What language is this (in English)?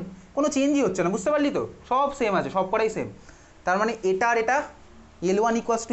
Bangla